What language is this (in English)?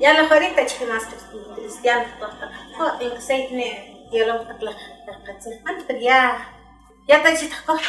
Uspanteco